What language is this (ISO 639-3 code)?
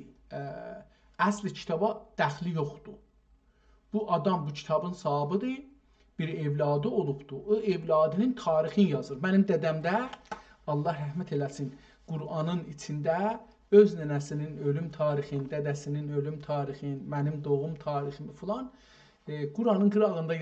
azb